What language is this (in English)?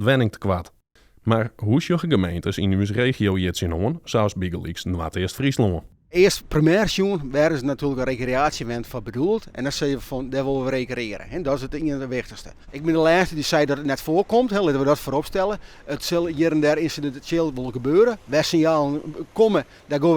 Western Frisian